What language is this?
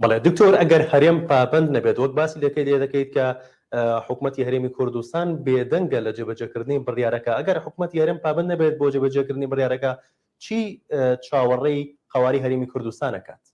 Central Kurdish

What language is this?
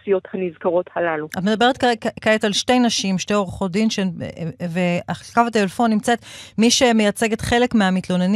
Hebrew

